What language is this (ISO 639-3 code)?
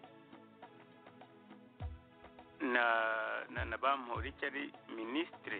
kin